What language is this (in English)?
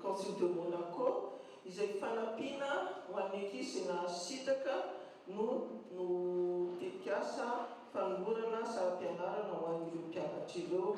Malagasy